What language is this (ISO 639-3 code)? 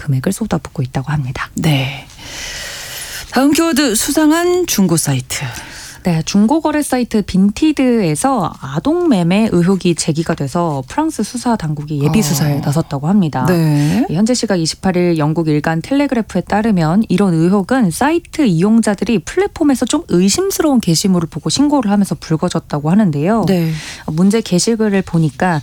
kor